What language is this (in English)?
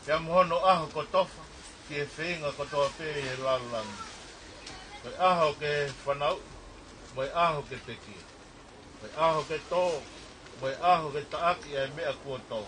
Tongan